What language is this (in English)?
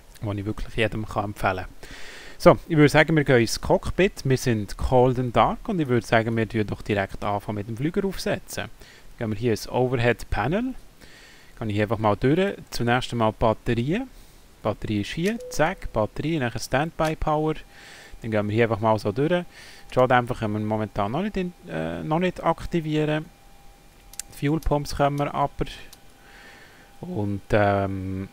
German